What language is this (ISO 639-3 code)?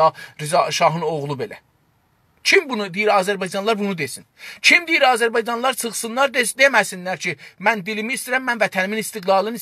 azb